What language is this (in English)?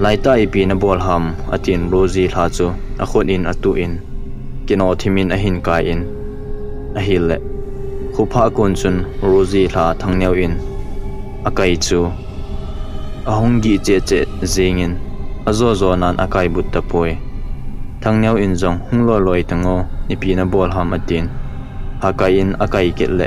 Thado Chin